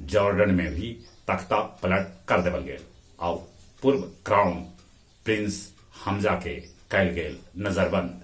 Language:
Magahi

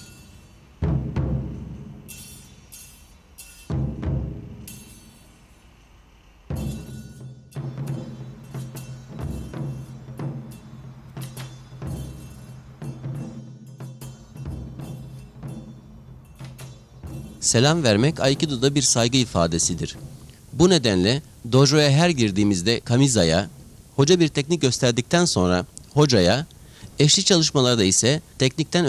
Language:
Turkish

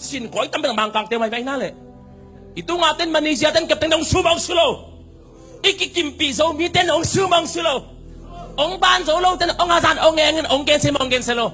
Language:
Tedim Chin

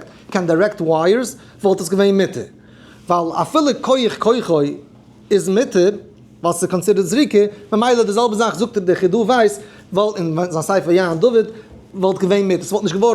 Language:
Yiddish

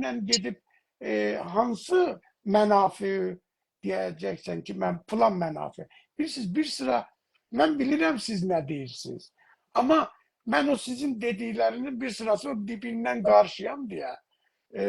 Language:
South Azerbaijani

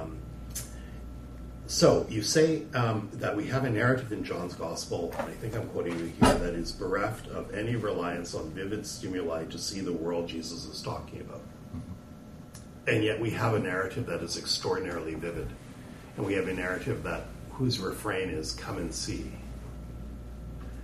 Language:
English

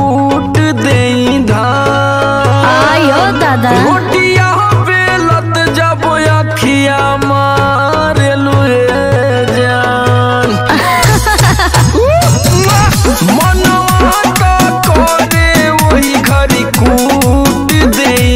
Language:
Bhojpuri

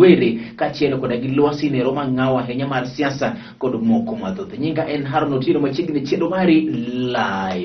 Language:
Luo (Kenya and Tanzania)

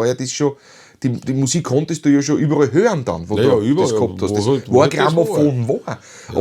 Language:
Bavarian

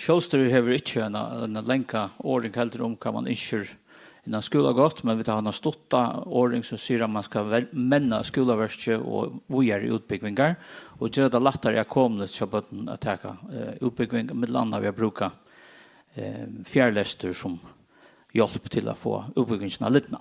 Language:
Faroese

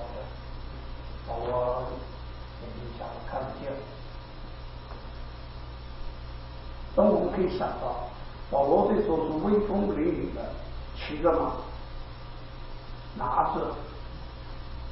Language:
Chinese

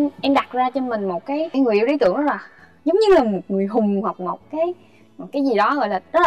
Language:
Vietnamese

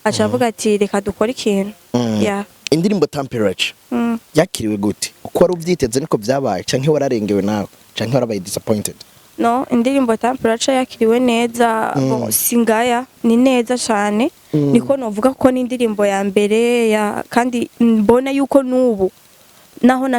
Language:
Rundi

